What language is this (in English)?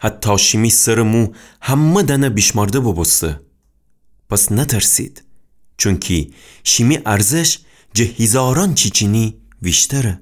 Gilaki